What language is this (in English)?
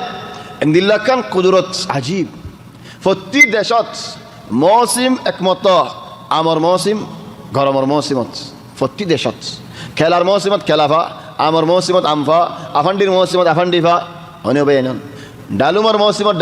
Rohingya